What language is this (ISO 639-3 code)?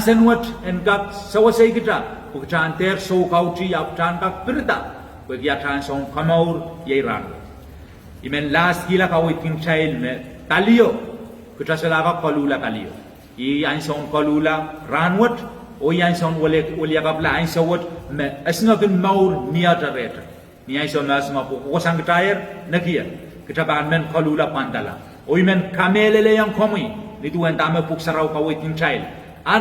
pon